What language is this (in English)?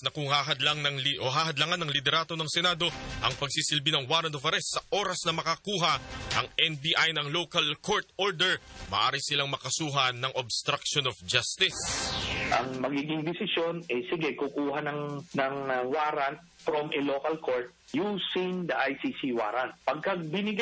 Filipino